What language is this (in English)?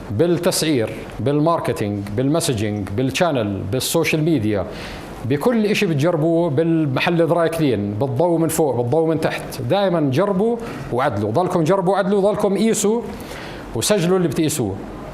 North Levantine Arabic